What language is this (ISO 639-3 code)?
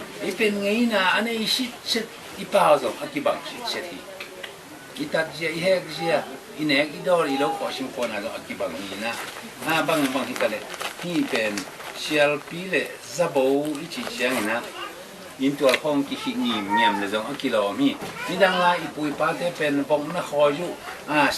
ctd